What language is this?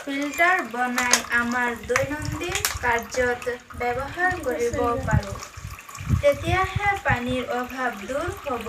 Assamese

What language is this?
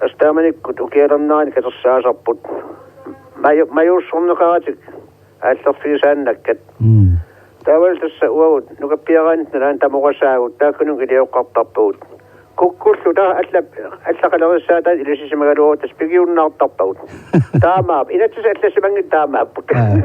Kalaallisut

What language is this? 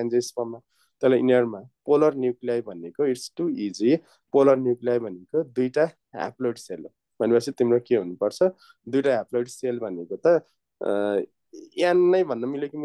Nepali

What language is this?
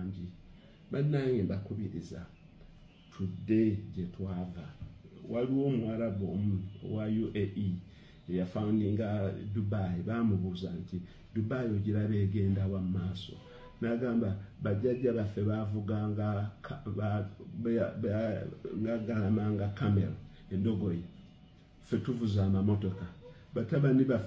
Ganda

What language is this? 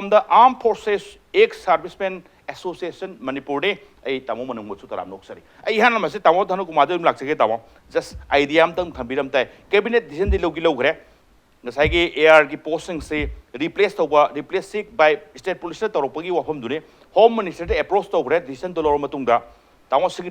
Manipuri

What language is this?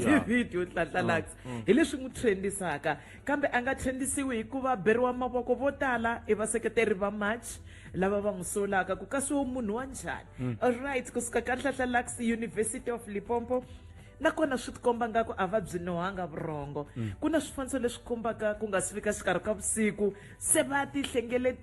Tsonga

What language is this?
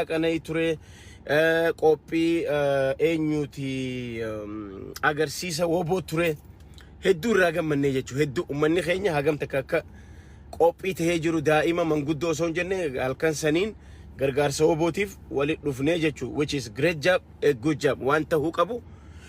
Oromo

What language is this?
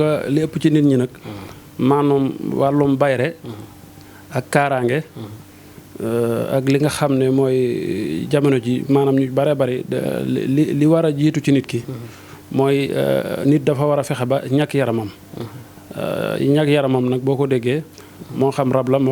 Wolof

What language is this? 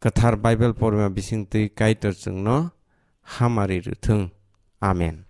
Kok Borok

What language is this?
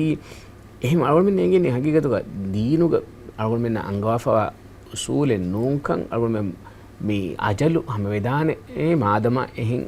Divehi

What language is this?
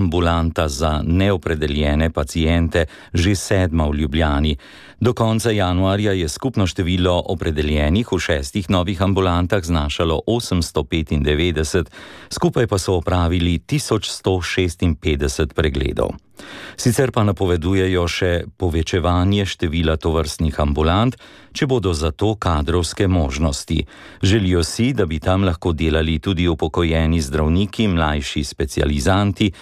Slovenian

